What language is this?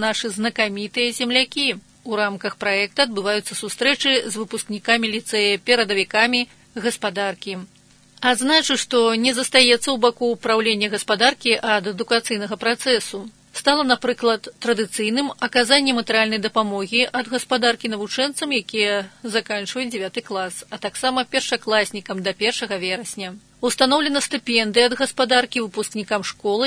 Belarusian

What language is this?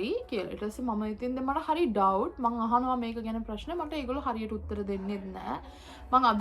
Sinhala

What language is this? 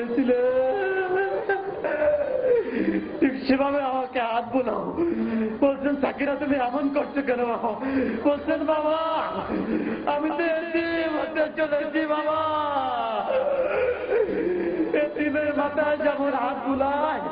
Bangla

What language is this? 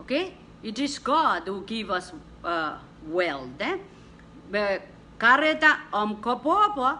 Pohnpeian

